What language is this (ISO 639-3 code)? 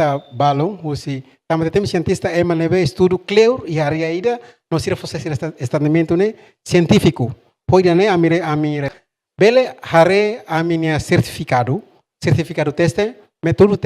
tet